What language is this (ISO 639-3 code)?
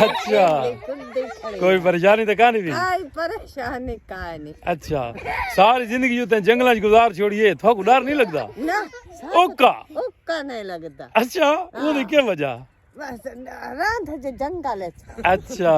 skr